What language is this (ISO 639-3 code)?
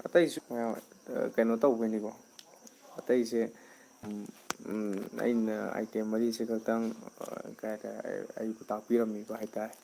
mni